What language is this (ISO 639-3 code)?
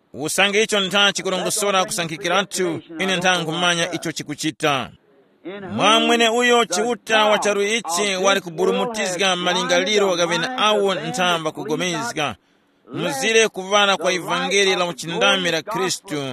tum